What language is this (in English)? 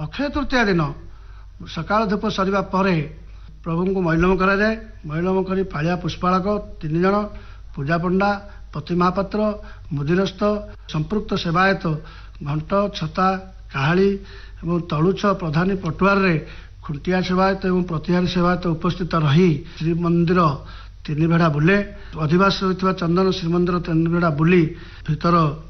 Odia